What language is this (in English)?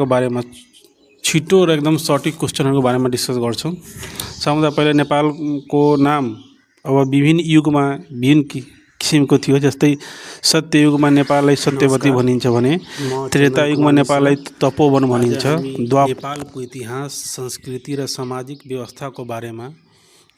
Nepali